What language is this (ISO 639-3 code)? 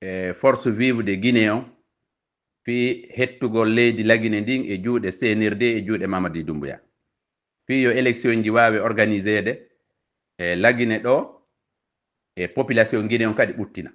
ful